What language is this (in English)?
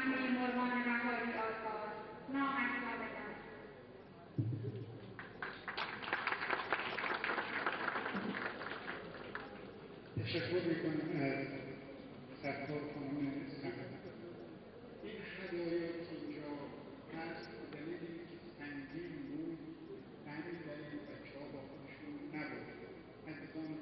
Persian